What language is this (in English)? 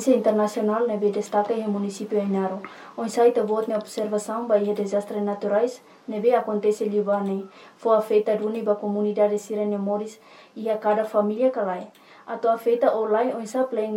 Tetum